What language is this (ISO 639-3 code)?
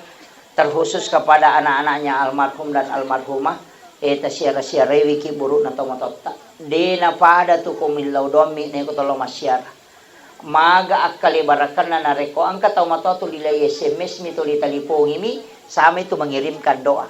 bug